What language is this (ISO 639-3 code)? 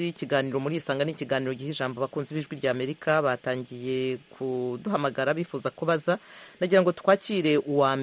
kin